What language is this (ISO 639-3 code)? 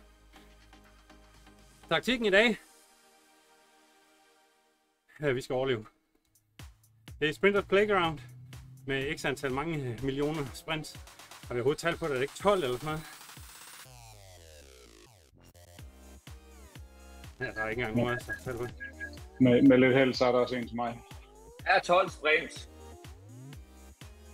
dan